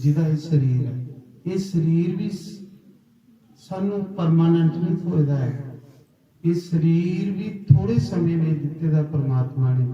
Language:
Dogri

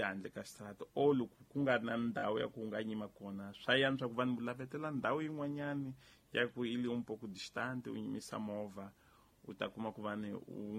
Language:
Tsonga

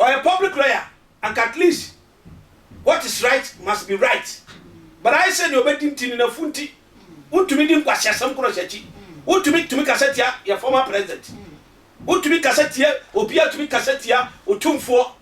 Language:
Akan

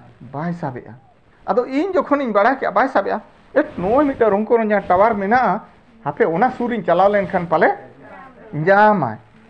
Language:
Santali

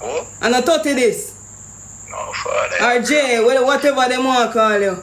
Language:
Jamaican Creole English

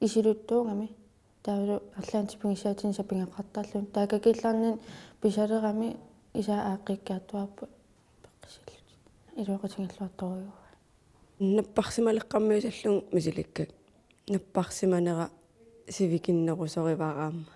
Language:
Kalaallisut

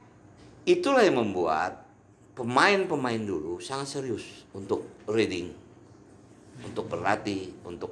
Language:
Indonesian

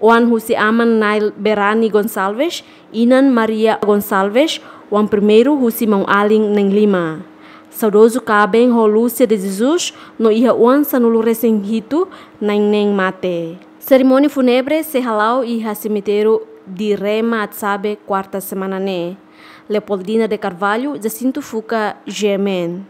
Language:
Tetum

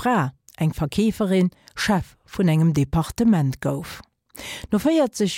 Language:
Luxembourgish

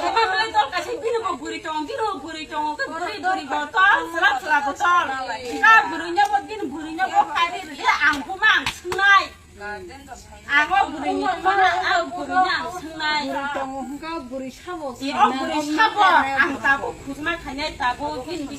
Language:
Kok Borok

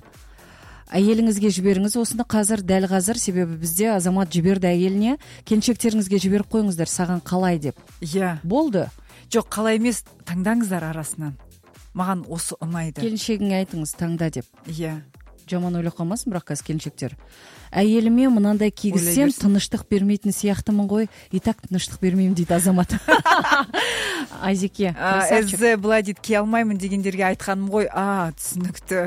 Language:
Kazakh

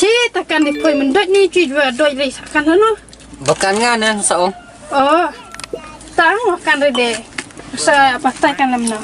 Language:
Khasi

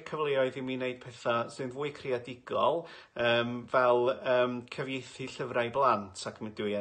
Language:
Welsh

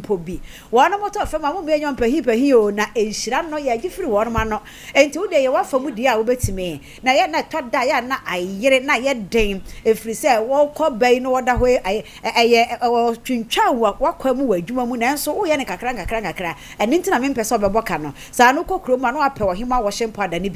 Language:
Akan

